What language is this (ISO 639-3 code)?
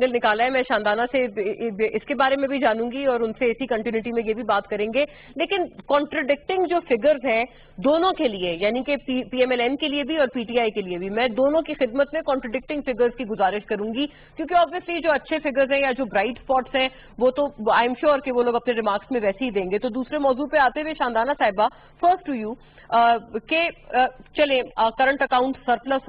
urd